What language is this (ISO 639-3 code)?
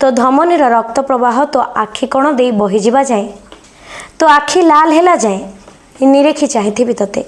ori